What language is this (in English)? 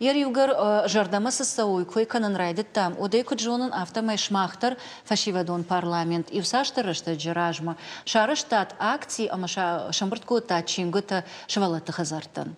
Ossetic